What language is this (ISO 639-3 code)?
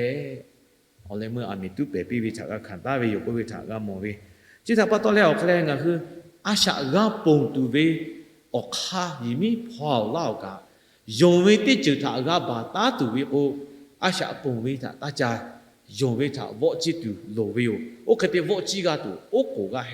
lhu